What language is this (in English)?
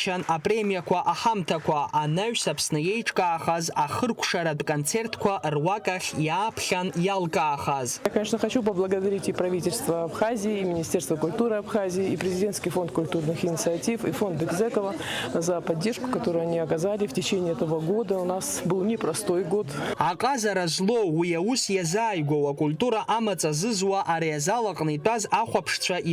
Abkhazian